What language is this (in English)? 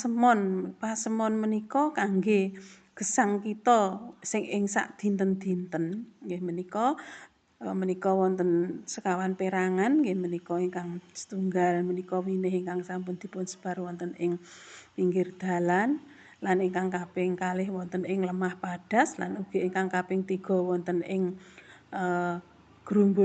Javanese